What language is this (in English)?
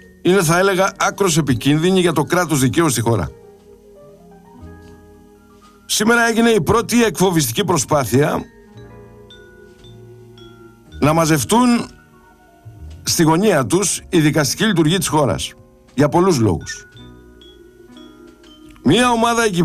Greek